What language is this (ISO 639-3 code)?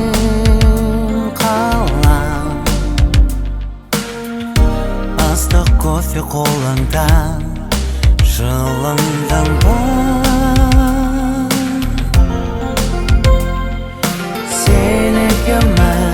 kaz